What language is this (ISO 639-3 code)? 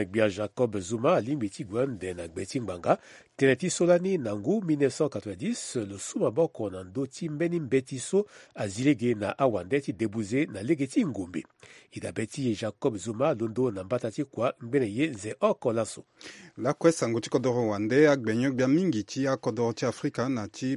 sag